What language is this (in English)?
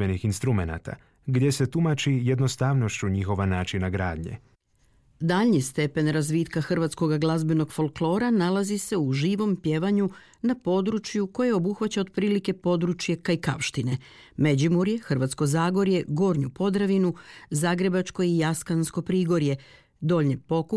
Croatian